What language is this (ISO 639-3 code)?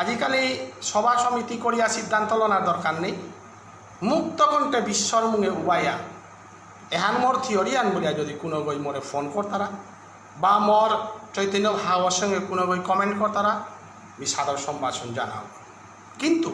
bpy